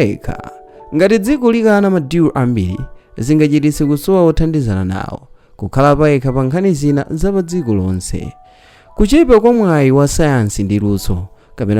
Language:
Nyanja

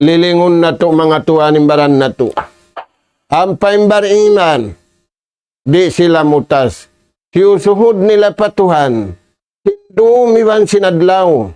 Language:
Tausug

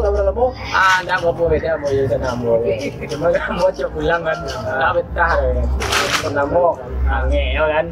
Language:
Minangkabau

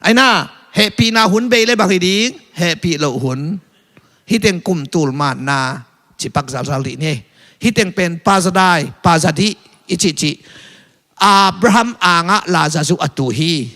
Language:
Tedim Chin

